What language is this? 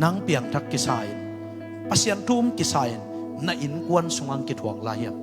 Tedim Chin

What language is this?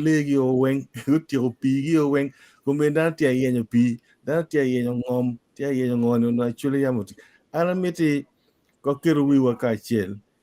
Acoli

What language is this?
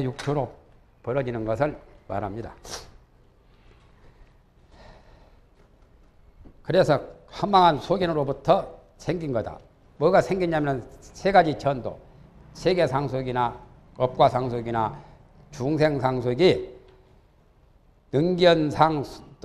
Korean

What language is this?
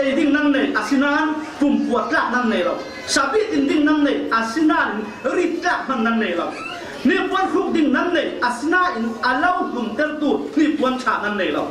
Falam Chin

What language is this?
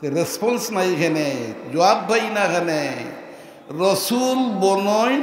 Sylheti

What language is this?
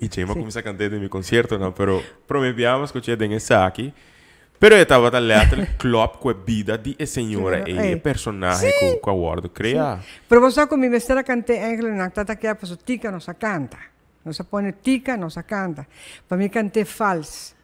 Papiamento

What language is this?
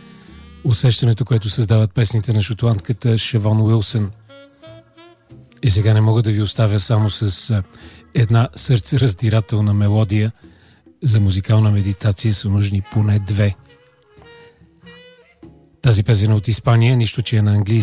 Bulgarian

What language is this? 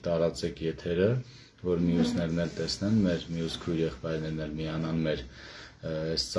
Armenian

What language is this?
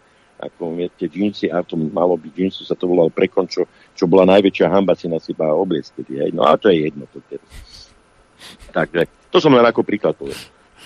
Slovak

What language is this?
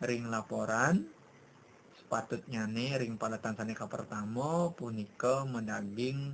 Balinese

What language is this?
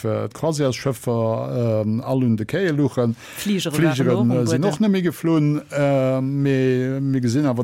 Luxembourgish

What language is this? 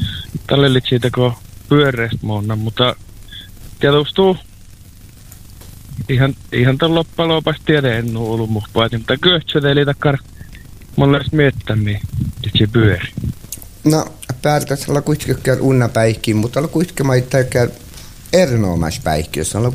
Finnish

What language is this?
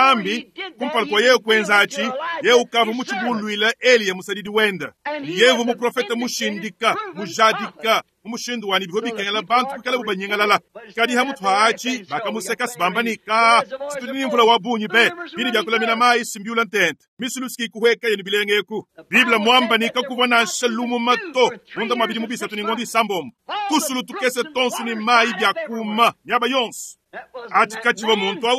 Luba-Lulua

